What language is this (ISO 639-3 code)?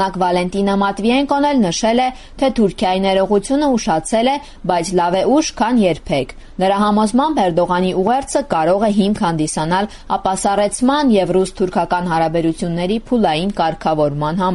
hye